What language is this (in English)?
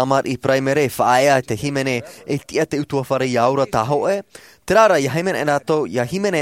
Tahitian